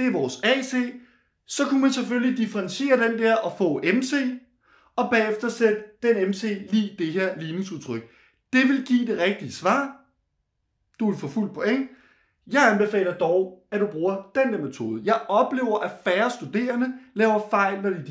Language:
Danish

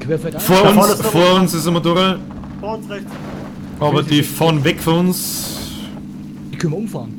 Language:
Bavarian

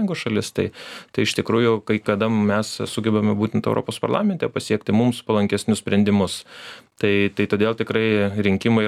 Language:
Lithuanian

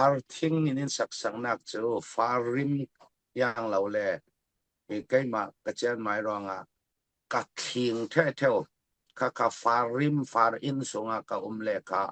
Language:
Falam Chin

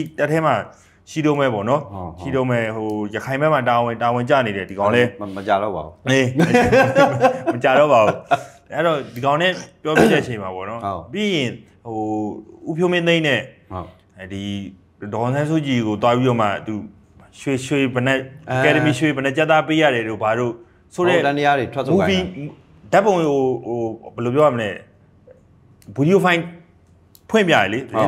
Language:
Burmese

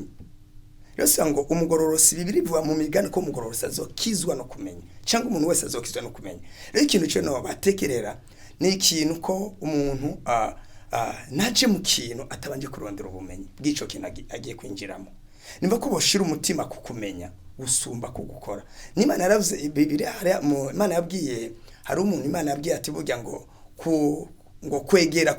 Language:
Rundi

